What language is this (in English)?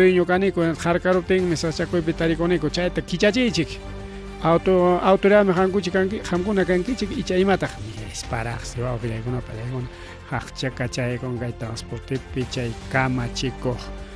Ayacucho Quechua